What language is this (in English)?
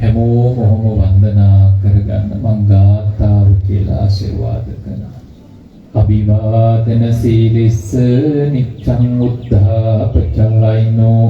Sinhala